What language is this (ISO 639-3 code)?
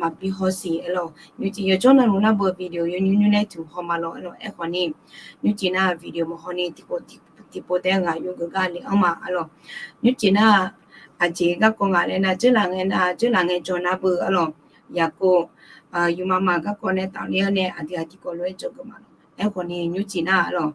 ahk